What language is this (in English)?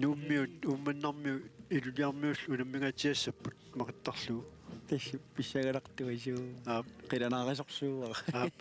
Kalaallisut